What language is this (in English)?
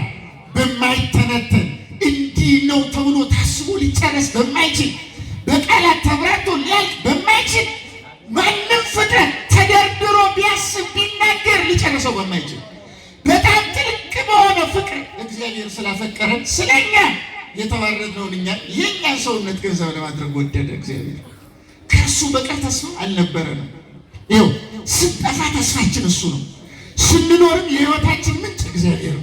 Amharic